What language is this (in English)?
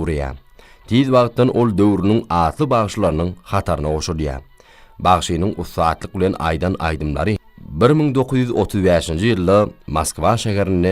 Turkmen